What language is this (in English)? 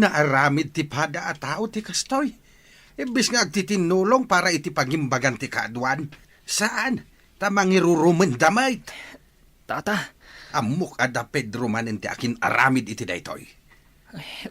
Iloko